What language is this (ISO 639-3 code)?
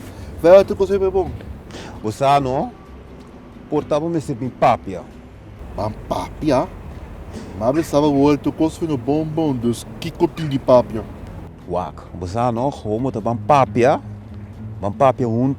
pap